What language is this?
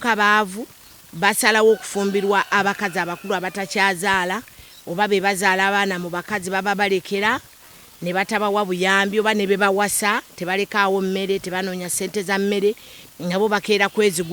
Ganda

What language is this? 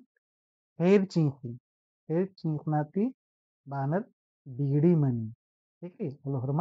Kurukh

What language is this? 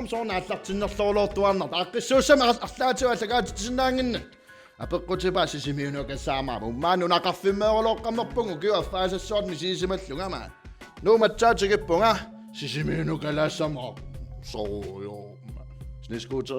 Kalaallisut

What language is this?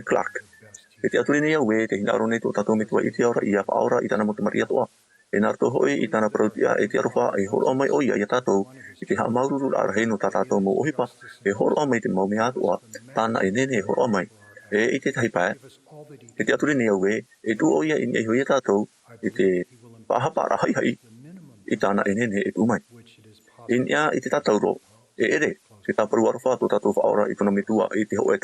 Tahitian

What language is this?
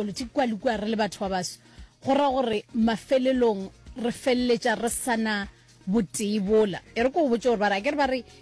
Northern Sotho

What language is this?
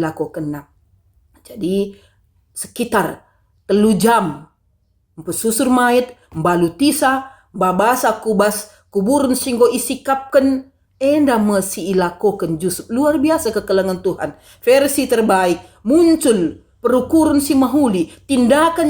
Batak Karo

